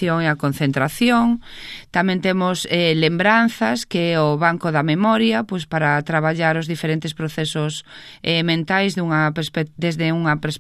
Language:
Galician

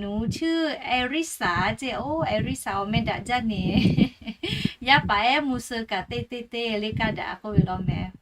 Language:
Lahu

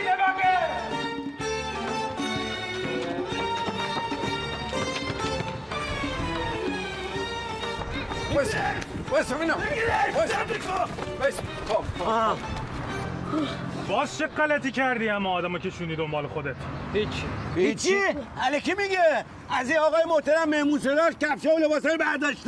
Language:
Persian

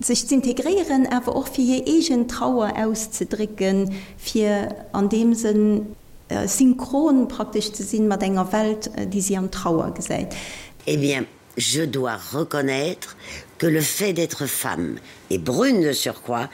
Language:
Luxembourgish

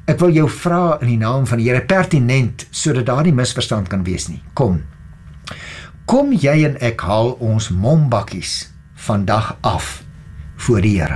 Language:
Afrikaans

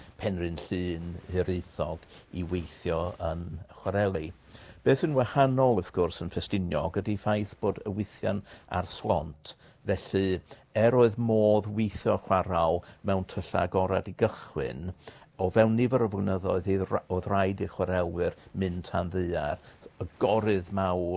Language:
Welsh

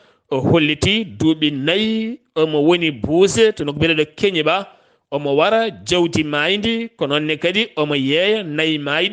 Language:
Fula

